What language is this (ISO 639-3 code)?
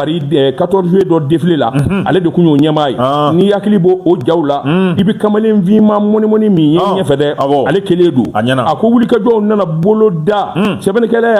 bam